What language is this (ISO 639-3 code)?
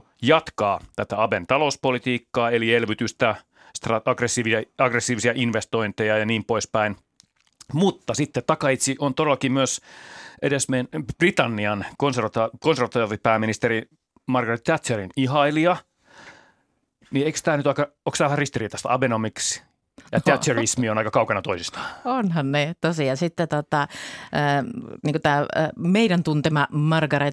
fin